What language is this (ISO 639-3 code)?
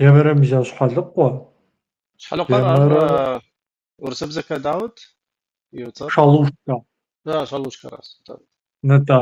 kbd